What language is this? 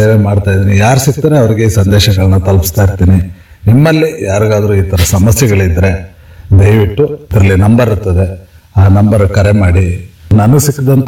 Kannada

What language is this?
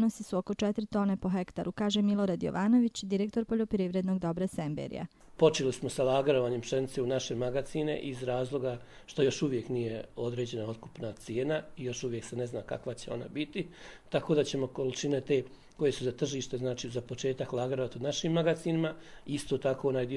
Croatian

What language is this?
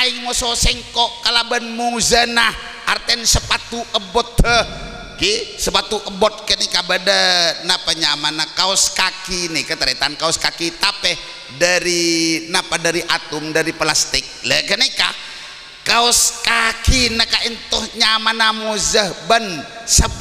Madurese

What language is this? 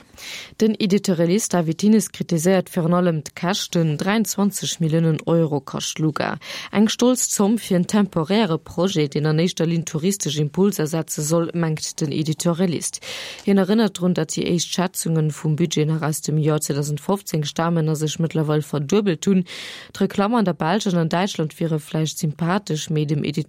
Luxembourgish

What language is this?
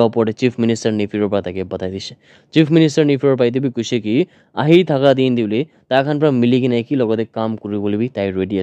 Naga Pidgin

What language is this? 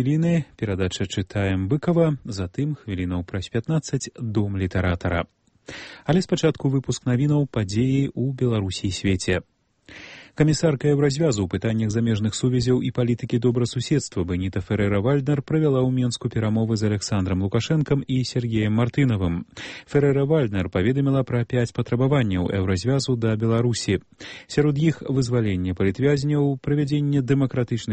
Belarusian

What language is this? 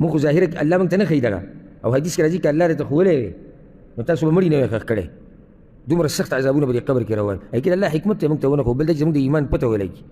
Pashto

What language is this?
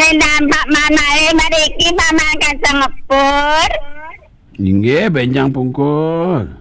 Balinese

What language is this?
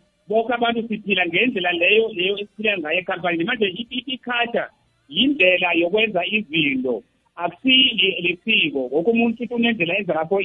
South Ndebele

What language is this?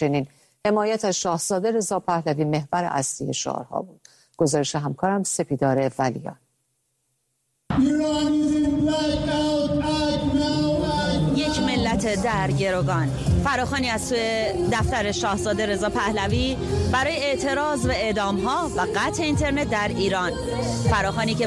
Persian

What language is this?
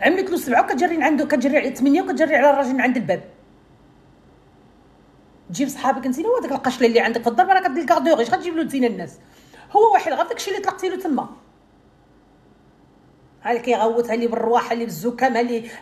Moroccan Arabic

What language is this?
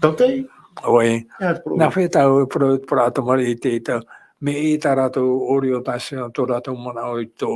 Tahitian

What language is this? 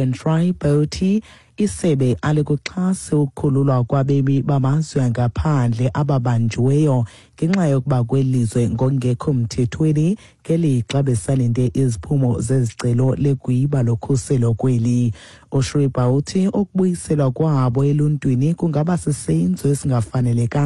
Xhosa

